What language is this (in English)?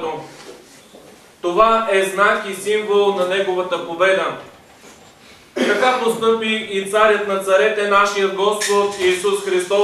Bulgarian